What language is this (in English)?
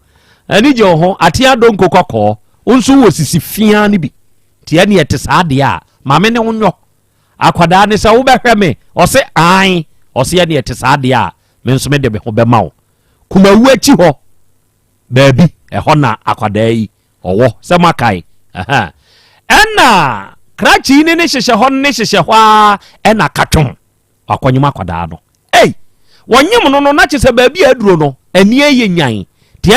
Akan